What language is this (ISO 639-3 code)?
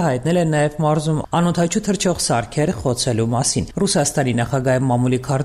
hye